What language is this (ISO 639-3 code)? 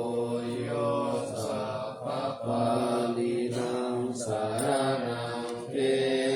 pli